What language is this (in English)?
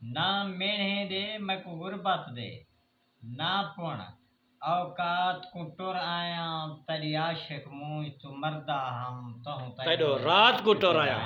Saraiki